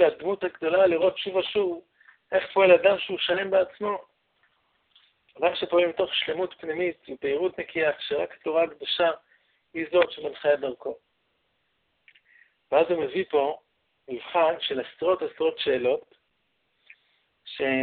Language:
Hebrew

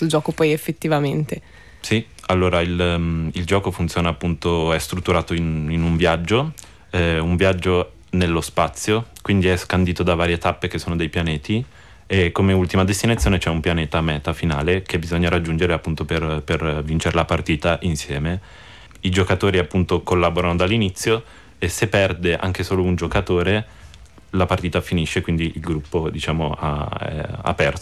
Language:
Italian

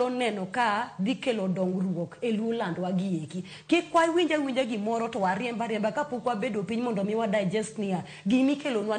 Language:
Luo (Kenya and Tanzania)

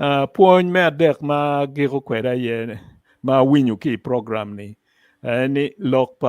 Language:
Acoli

